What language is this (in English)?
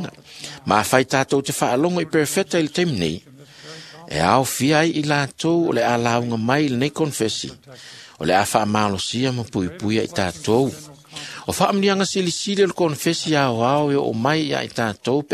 Samoan